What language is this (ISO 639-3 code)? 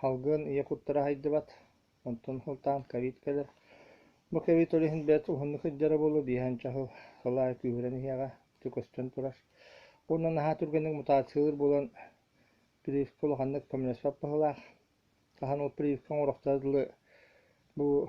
sah